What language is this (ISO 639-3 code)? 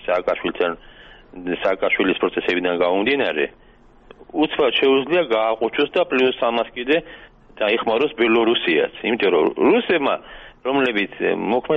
kat